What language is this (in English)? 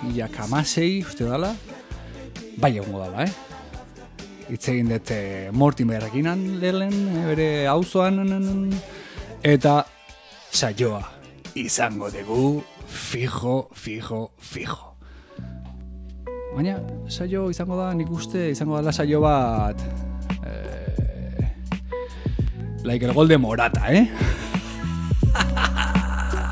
Basque